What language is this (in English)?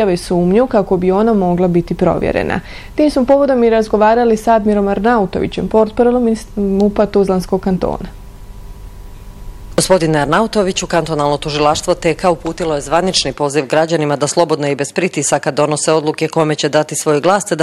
Bosnian